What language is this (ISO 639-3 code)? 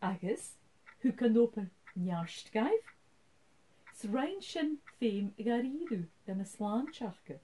gla